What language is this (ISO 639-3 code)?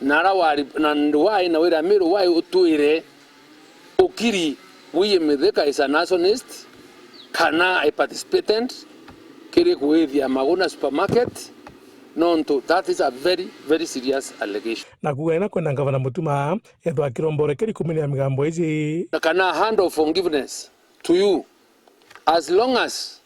mer